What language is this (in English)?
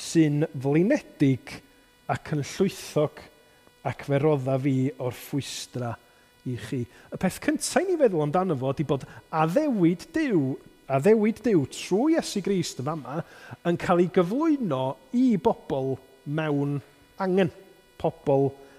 Welsh